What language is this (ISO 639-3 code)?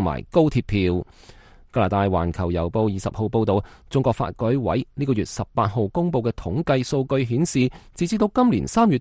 yue